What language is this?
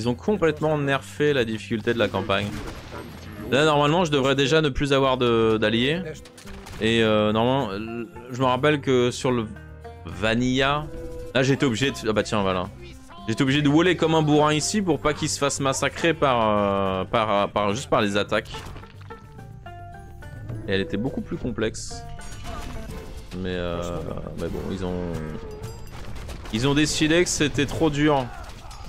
French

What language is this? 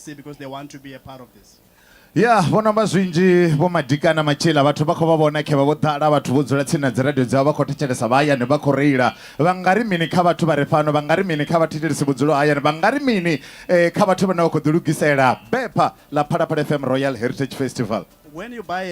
Venda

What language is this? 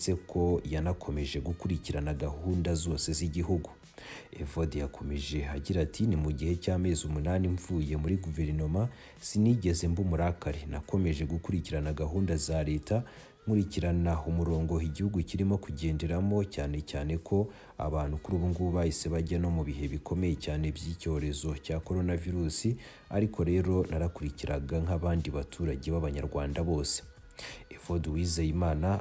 Kinyarwanda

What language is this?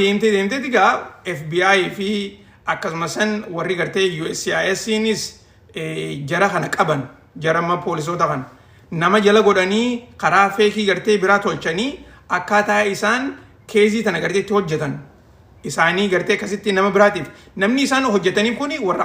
Oromo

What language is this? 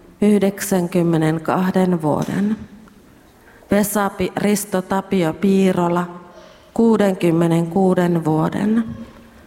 Finnish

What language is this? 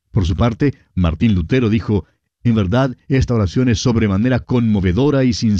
Spanish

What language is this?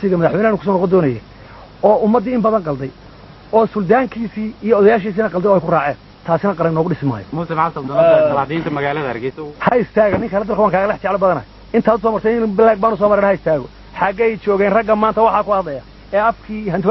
Somali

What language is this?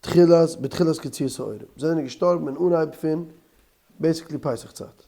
Yiddish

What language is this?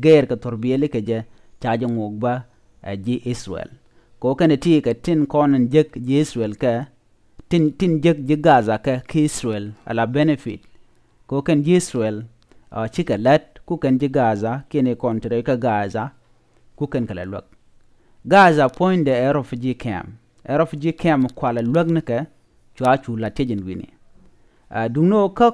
Nuer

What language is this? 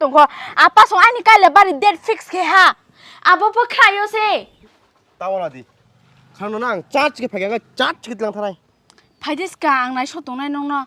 Kok Borok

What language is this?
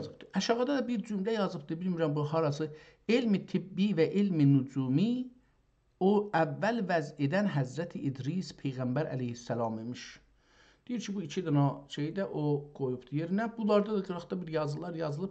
South Azerbaijani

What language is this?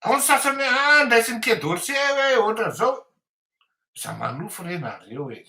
Malagasy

